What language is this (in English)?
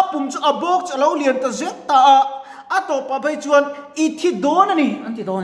Mizo